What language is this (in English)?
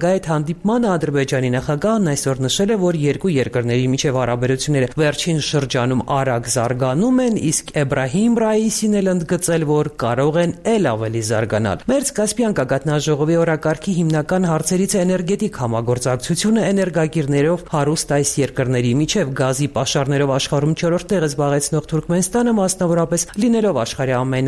Armenian